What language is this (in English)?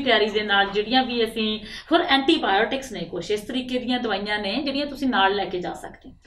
Punjabi